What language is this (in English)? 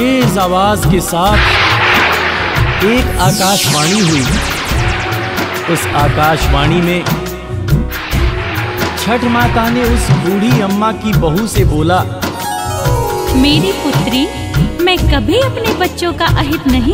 Hindi